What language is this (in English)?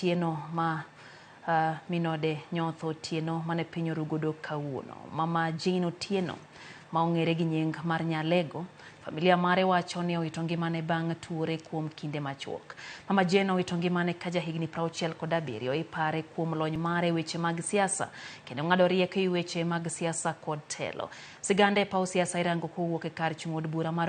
Luo (Kenya and Tanzania)